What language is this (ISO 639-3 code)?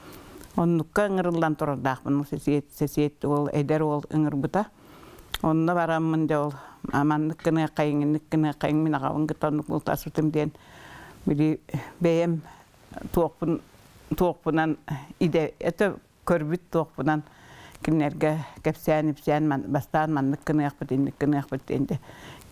sah